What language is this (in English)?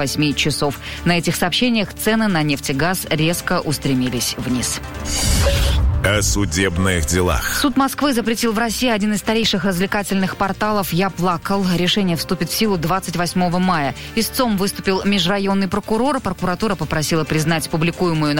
Russian